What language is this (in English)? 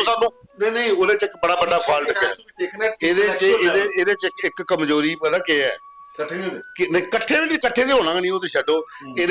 Dogri